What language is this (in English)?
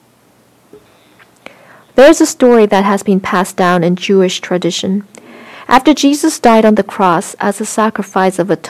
English